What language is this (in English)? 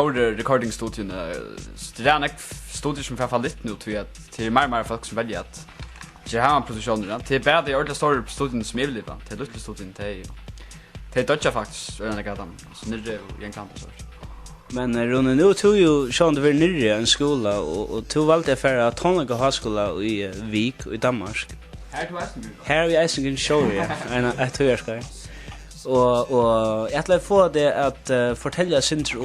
Faroese